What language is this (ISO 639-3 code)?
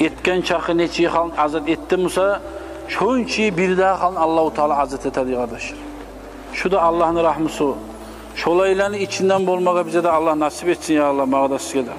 kum